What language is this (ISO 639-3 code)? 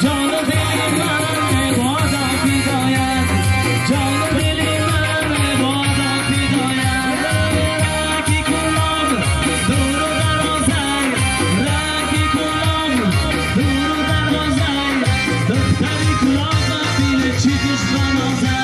tgk